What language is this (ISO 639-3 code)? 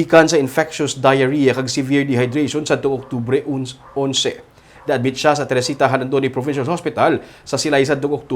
hil